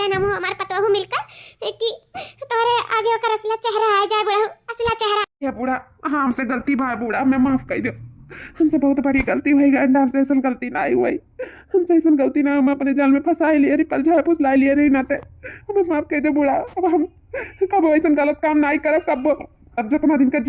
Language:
Awadhi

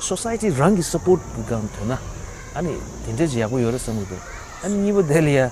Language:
Tibetan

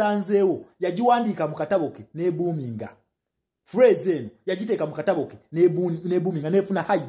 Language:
Ganda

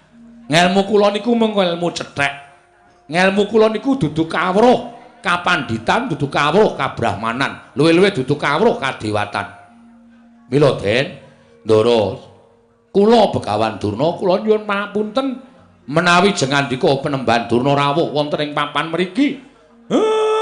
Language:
Javanese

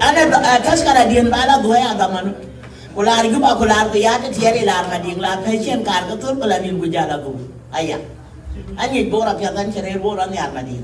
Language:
Dinka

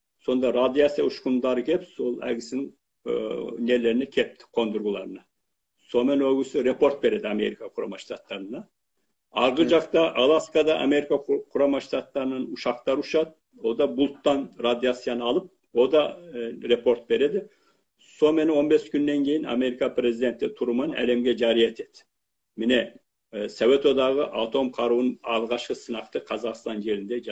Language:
Kazakh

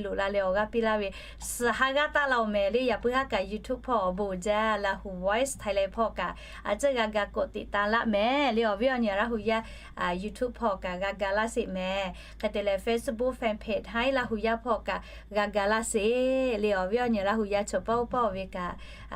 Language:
Lahu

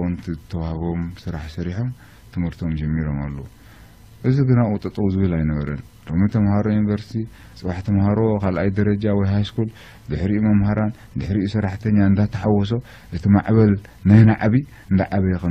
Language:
Tigrinya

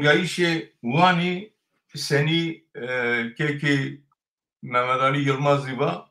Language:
Zaza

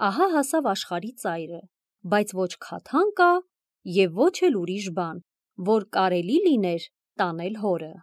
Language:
Armenian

